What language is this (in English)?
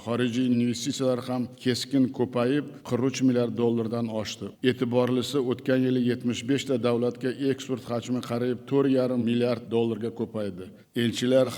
Uzbek